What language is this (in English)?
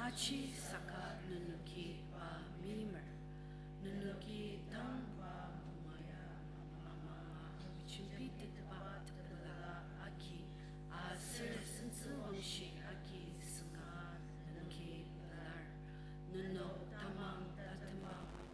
Ao Naga